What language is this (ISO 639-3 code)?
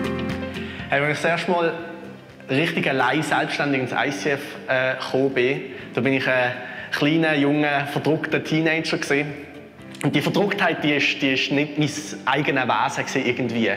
gsw